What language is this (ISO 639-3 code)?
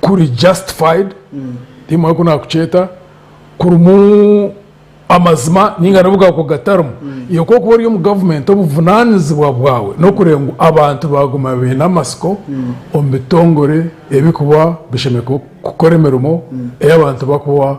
nyn